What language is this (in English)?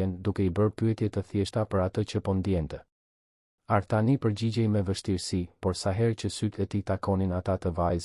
Albanian